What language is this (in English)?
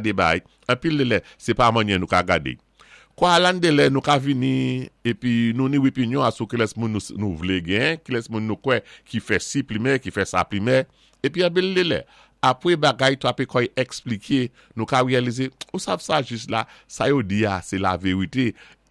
Saint Lucian Creole French